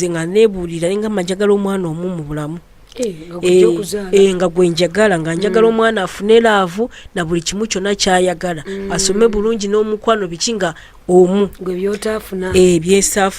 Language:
Ganda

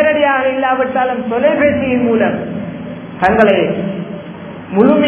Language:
Tamil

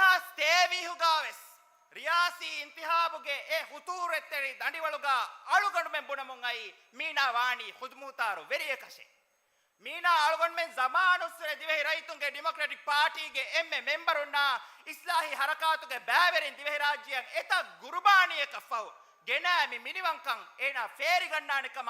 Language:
Divehi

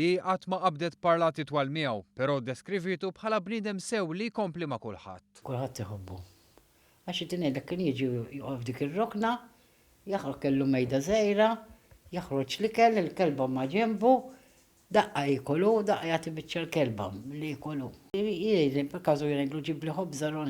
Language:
Maltese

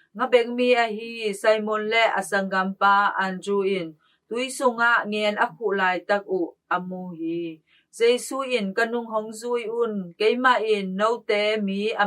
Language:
Tedim Chin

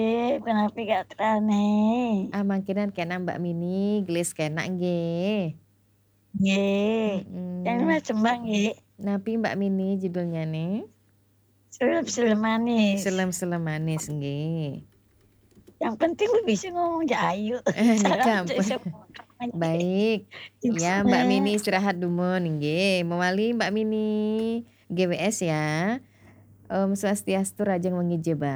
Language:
Balinese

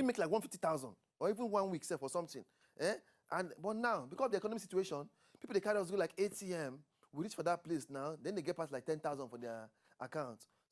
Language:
Nigerian Pidgin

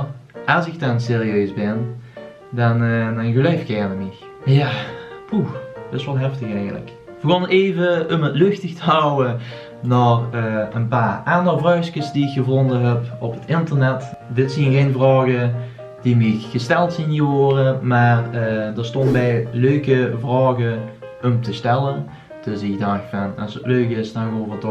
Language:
Limburgish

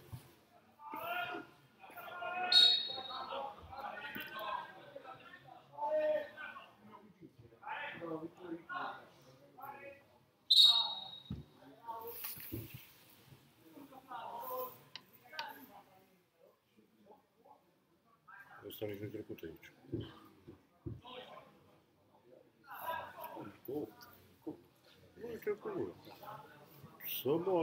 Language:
Romanian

